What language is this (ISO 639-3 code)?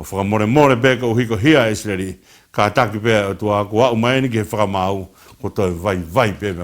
ton